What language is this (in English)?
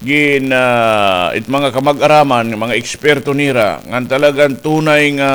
Waray